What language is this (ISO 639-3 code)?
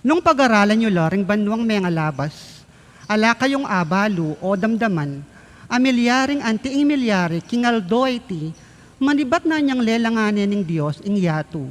pam